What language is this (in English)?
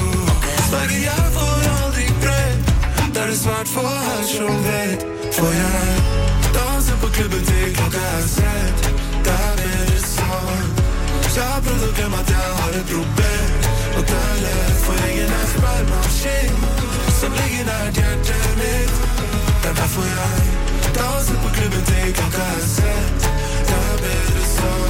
Norwegian